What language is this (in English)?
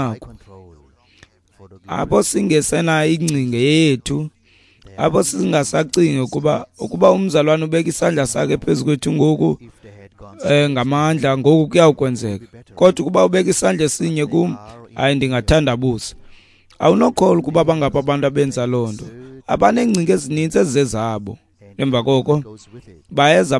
Xhosa